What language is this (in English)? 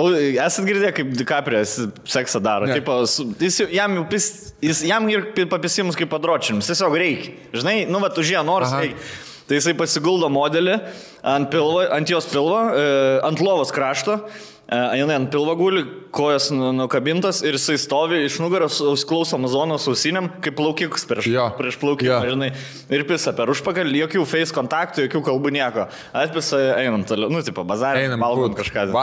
Lithuanian